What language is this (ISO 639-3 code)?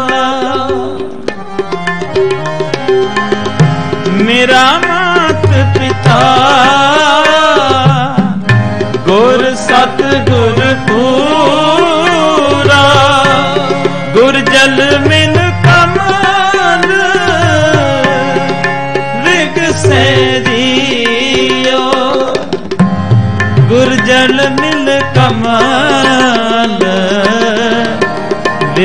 pan